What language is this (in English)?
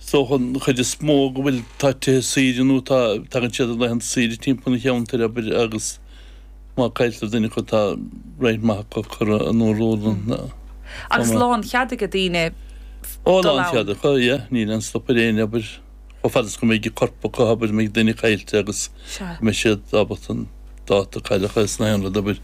Irish